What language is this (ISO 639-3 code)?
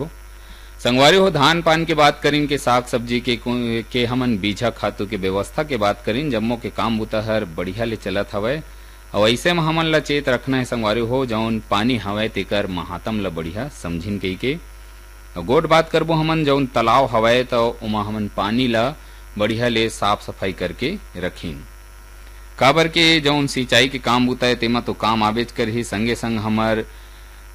hne